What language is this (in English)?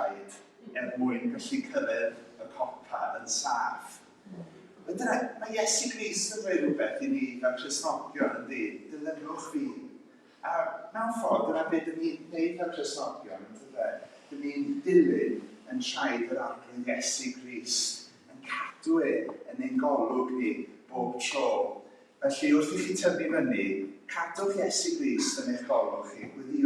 Welsh